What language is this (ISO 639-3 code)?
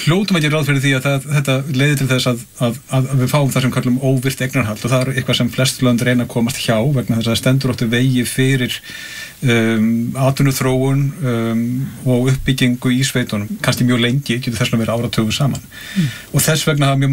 isl